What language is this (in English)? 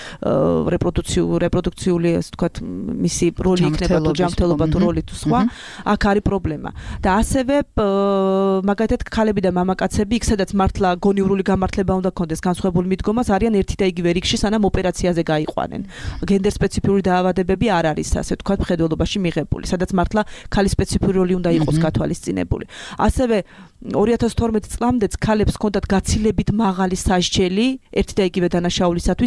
Georgian